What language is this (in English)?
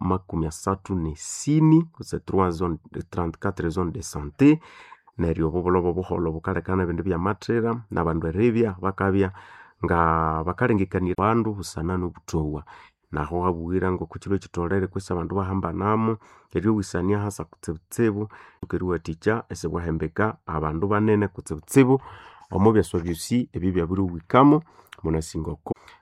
Nande